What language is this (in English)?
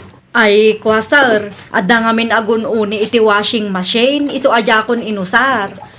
Iloko